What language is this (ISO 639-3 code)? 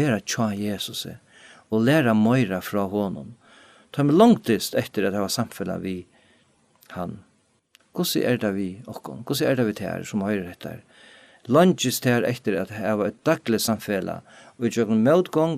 fao